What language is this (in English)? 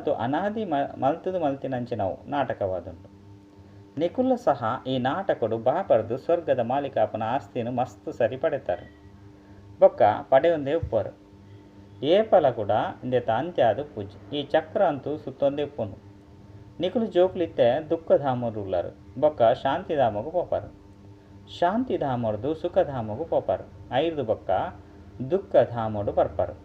Tulu